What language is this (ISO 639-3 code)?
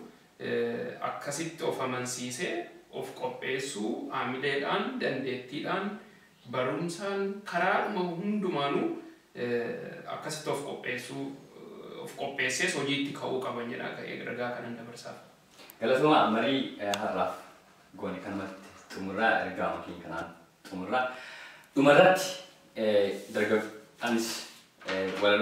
orm